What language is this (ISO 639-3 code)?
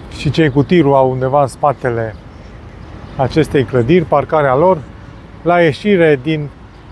ron